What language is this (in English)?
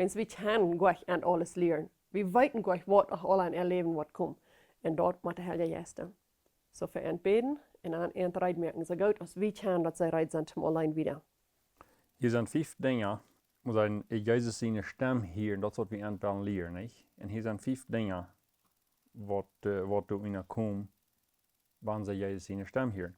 Plautdietsch